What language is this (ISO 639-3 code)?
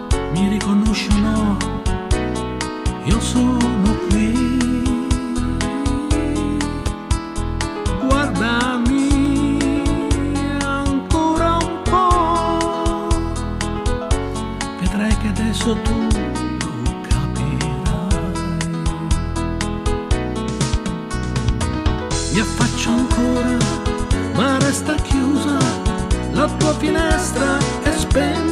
ita